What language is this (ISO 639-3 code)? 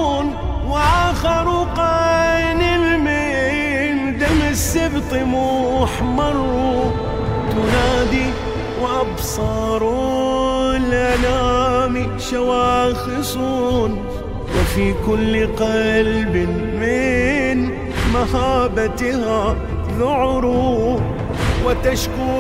ara